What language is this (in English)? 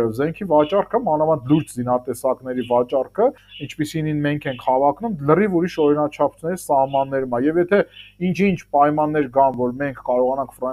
Armenian